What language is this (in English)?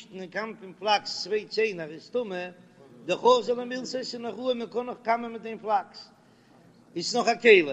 Yiddish